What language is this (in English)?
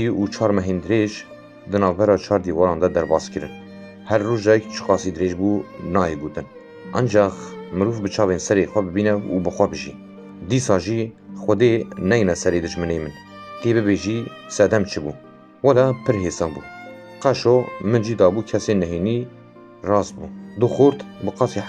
Kurdish